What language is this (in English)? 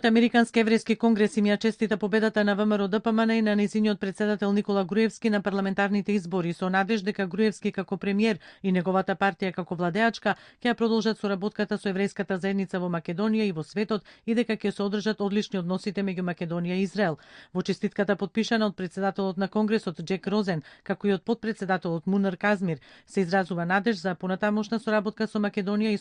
Macedonian